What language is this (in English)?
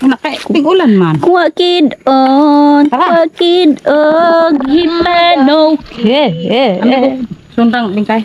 Cebuano